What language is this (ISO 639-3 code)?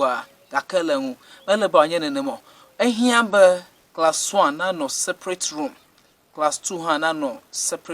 ewe